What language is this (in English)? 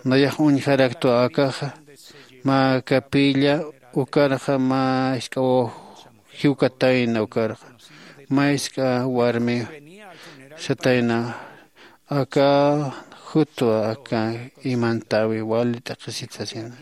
Aymara